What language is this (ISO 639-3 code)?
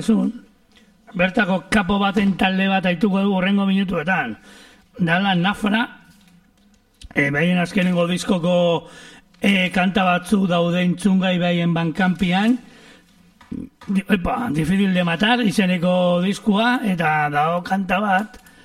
eus